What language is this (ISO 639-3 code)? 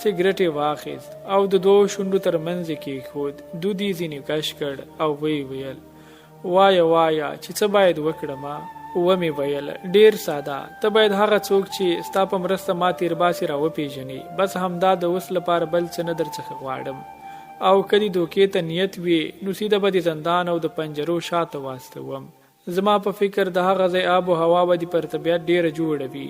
pus